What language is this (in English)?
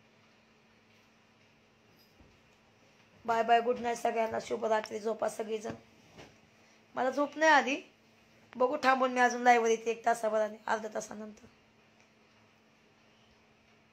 Marathi